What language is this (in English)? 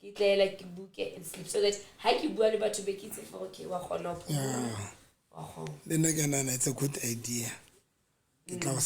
Southern Sotho